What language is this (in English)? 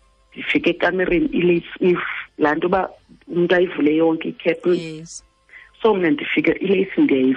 Xhosa